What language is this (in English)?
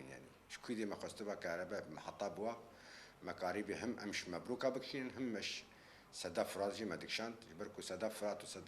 Kurdish